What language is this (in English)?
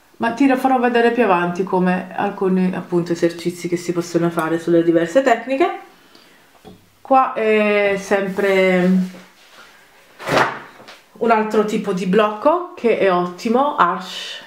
Italian